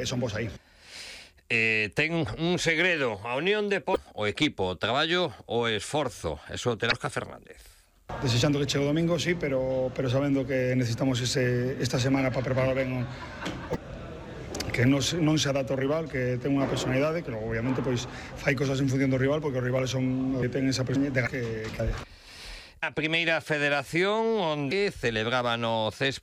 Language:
Galician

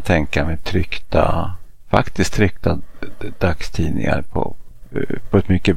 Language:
Swedish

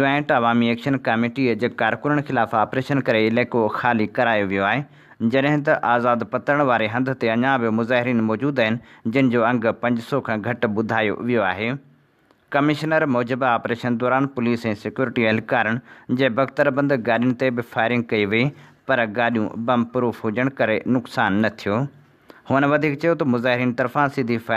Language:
Sindhi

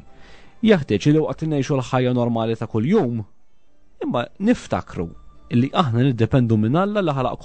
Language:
Maltese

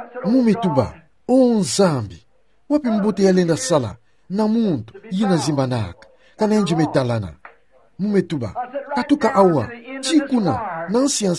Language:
Kituba (Democratic Republic of Congo)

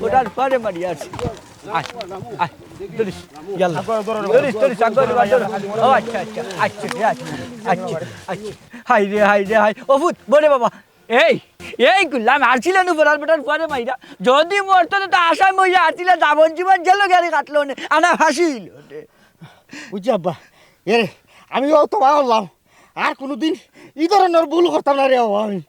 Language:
Sylheti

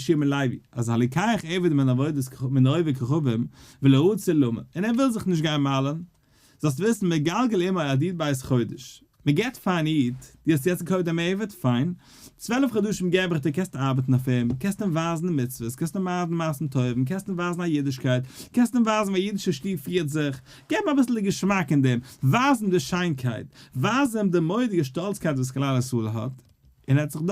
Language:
Yiddish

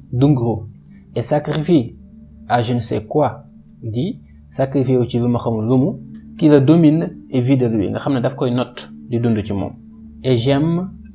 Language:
Wolof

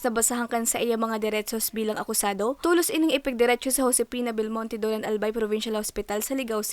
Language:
Bikol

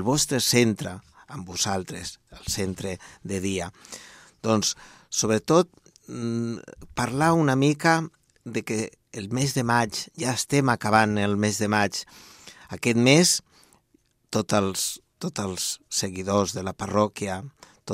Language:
Catalan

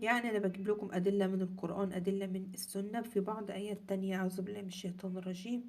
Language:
Egyptian Arabic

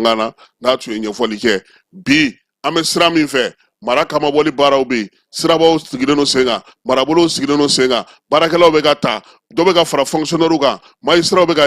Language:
Bambara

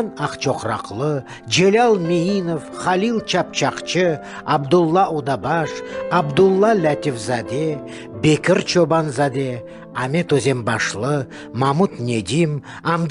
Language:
Crimean Tatar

